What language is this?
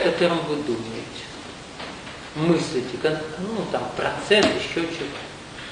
Russian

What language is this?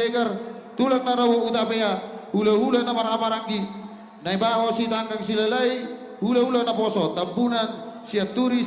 Batak Toba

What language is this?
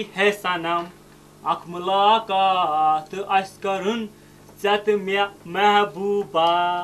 Kashmiri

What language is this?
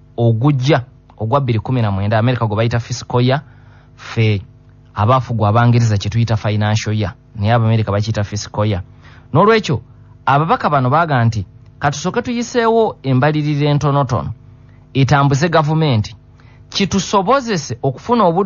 Ganda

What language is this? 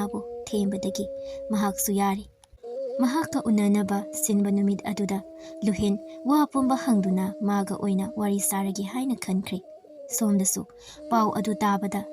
Manipuri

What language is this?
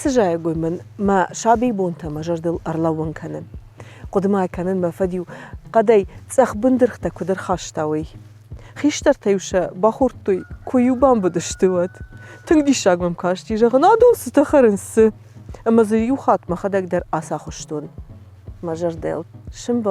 Ossetic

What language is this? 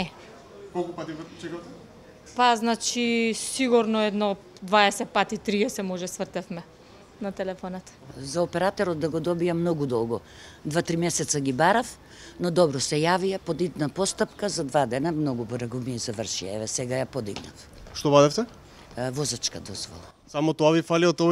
Macedonian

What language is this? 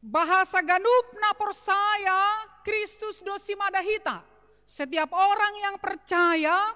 Batak Simalungun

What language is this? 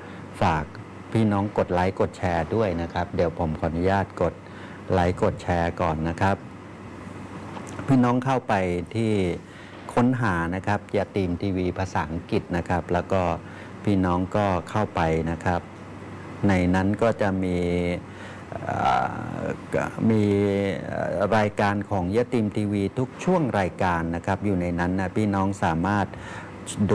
Thai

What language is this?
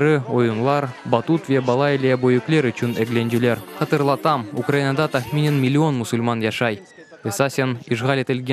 Crimean Tatar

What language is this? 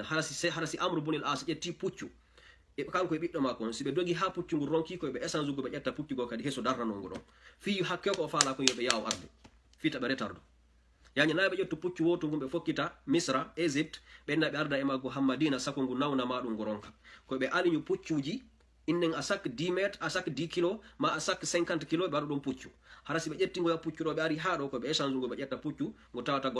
Fula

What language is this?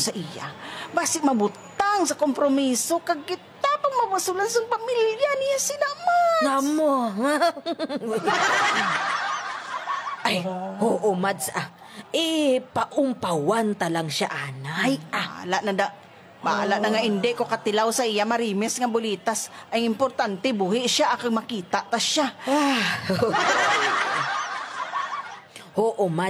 Hiligaynon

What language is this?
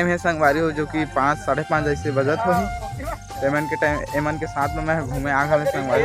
Chhattisgarhi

